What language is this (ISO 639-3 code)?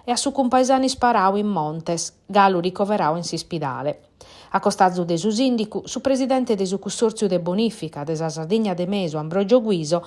srd